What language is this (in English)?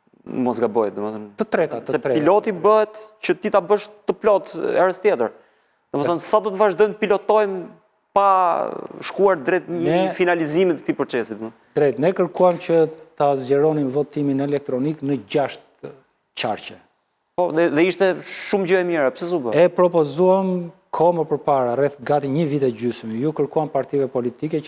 Albanian